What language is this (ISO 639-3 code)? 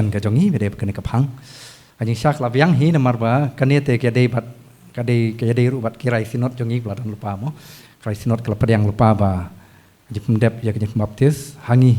kha